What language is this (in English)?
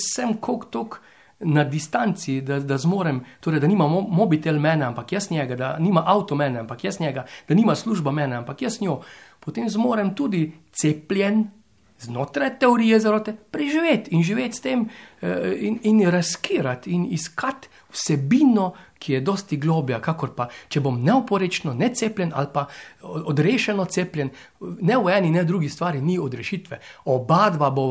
Slovenian